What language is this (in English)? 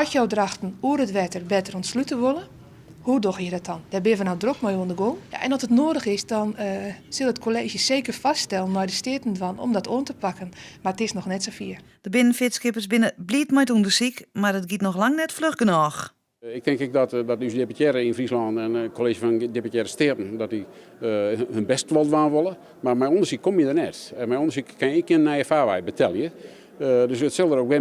Western Frisian